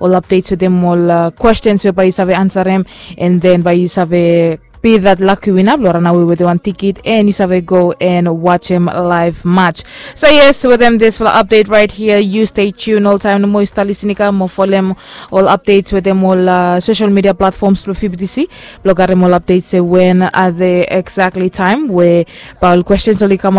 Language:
Bislama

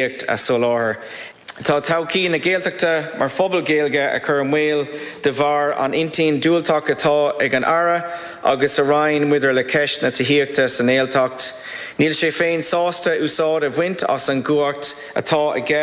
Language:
Irish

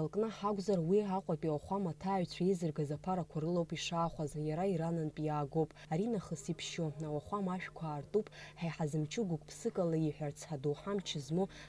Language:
Abkhazian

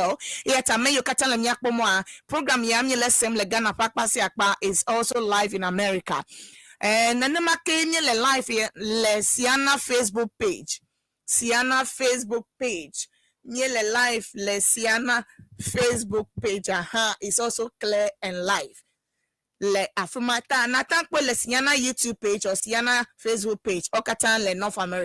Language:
Ewe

